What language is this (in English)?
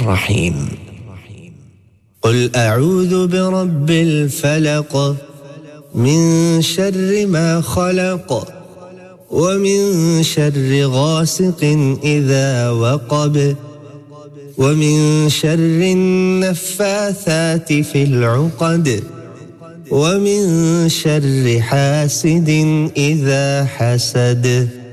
Arabic